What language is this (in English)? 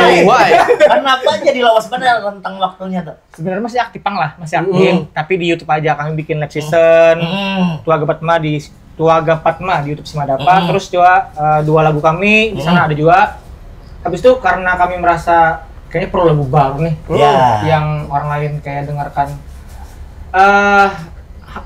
Banjar